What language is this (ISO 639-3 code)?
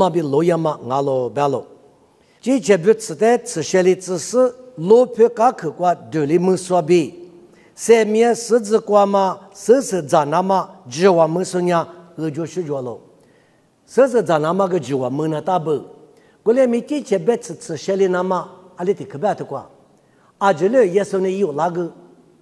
lis